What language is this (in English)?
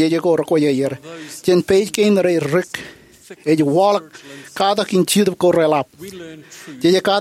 Marshallese